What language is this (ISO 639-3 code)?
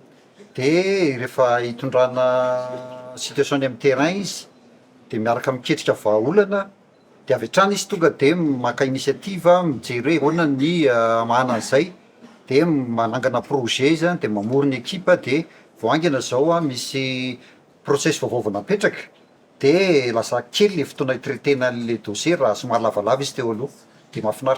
mlg